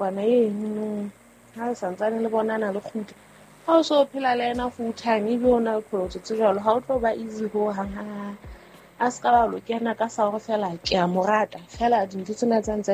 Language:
Southern Sotho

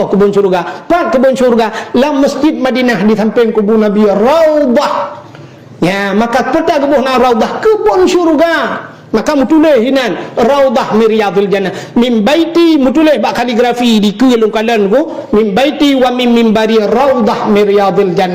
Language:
Achinese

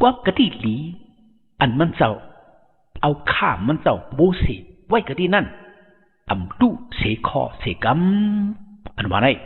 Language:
Shan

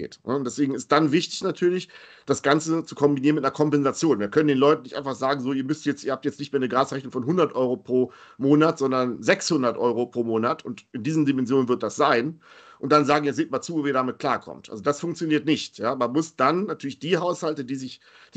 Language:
German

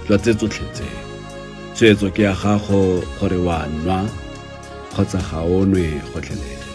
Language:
Tswana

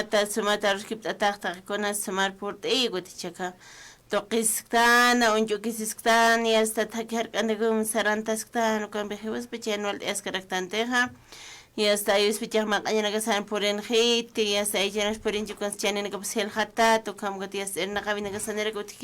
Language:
Aymara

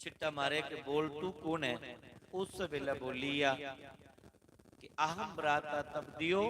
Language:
Dogri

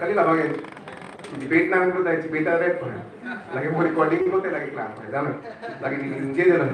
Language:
Karbi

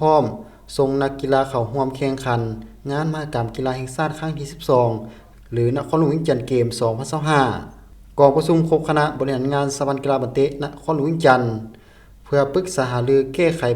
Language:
Lao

